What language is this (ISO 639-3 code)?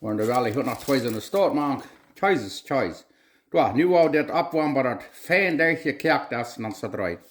pdt